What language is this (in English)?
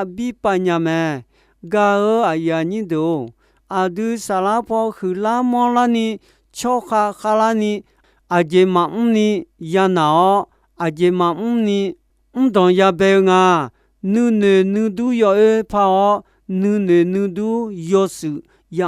Akha